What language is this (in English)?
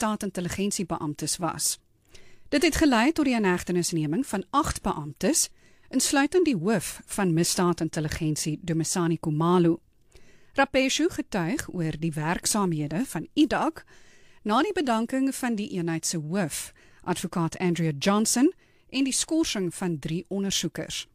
Afrikaans